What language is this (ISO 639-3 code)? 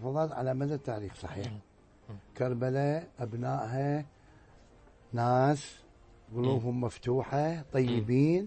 ara